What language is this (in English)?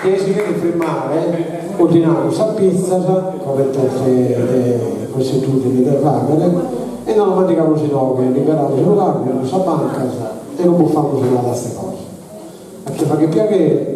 Sardinian